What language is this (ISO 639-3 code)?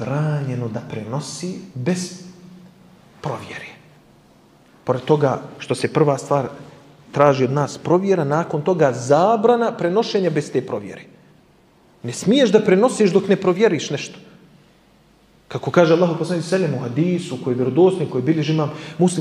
bos